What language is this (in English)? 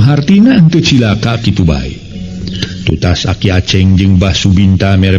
Sundanese